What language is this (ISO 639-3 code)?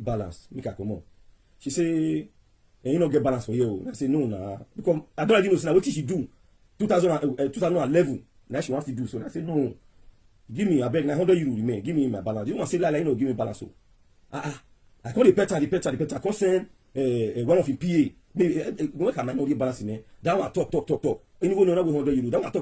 pcm